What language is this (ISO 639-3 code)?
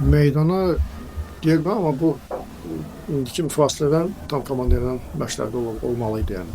aze